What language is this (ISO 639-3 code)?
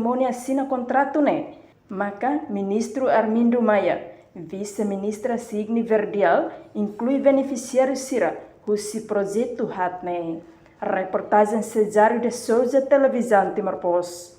tet